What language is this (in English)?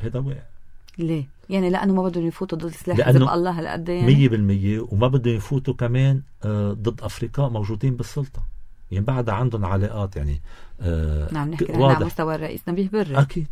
North Levantine Arabic